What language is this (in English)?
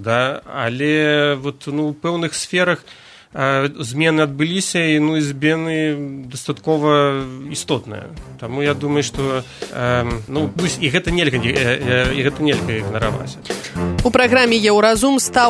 Belarusian